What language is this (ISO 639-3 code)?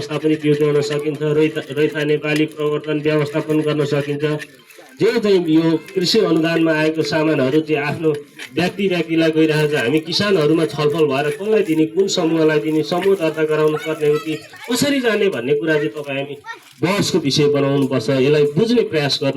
nep